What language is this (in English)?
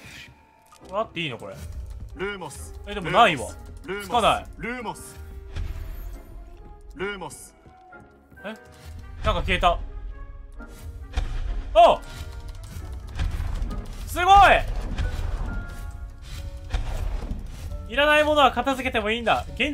Japanese